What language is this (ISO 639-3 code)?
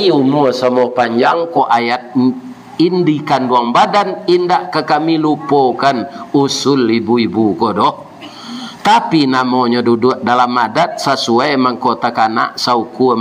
min